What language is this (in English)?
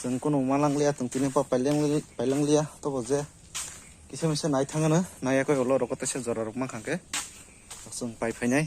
Kok Borok